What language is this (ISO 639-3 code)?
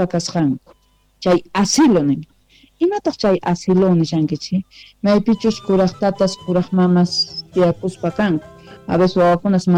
quh